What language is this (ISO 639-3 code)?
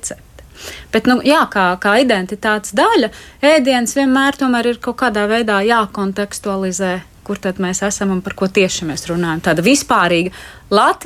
lav